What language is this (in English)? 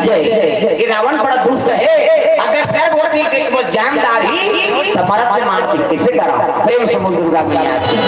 Chhattisgarhi